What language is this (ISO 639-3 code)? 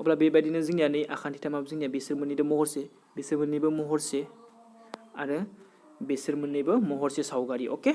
brx